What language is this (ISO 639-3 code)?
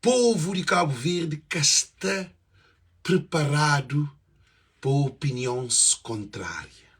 kea